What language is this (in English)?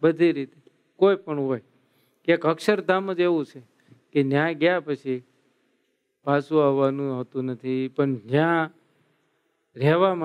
Gujarati